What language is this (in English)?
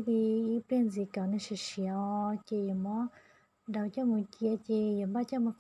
Hmong